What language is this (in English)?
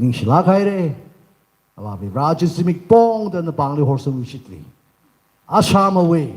Tangkhul Naga (India)